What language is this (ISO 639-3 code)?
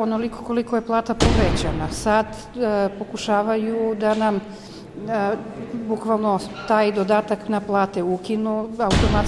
srp